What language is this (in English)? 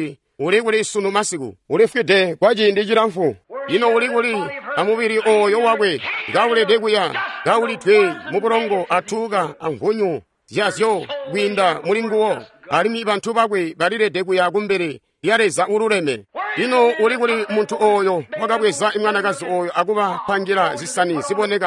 Tonga (Zambia)